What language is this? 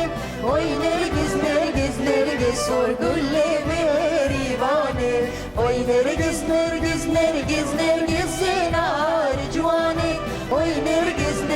Kurdish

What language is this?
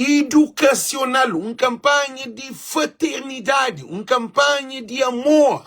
Kabuverdianu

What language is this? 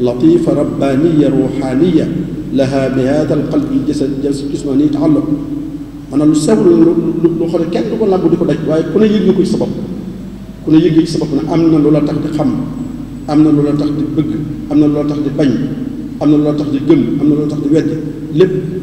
Wolof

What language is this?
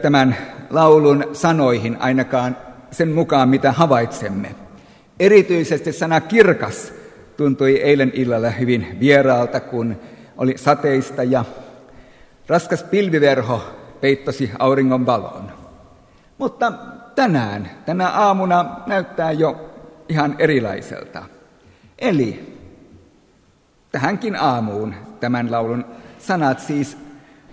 Finnish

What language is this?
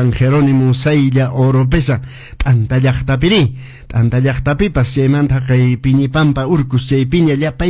Quechua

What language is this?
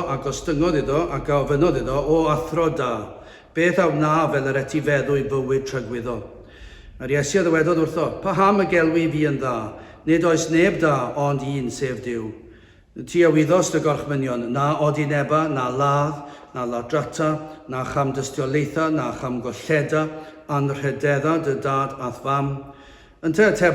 Welsh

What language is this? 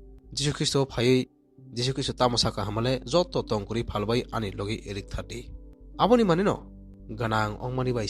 Kok Borok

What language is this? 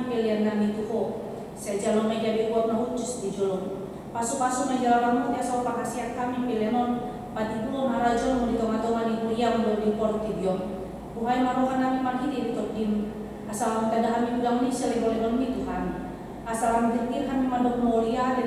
Batak Toba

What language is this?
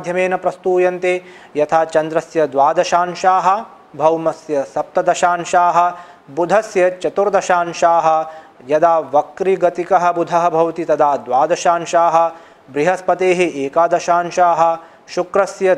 Sanskrit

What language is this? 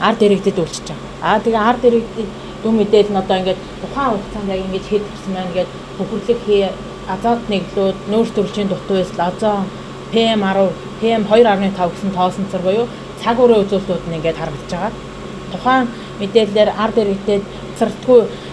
Mongolian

